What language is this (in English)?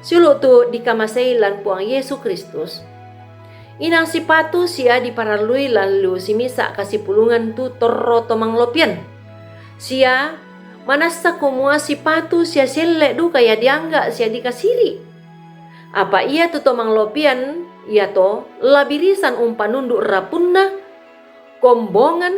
Toraja-Sa'dan